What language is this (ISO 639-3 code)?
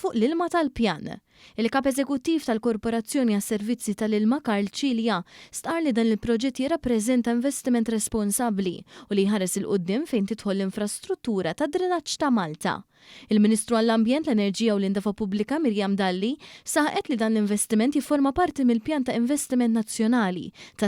mlt